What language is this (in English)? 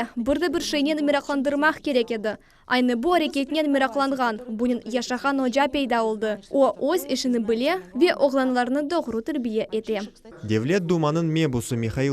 Crimean Tatar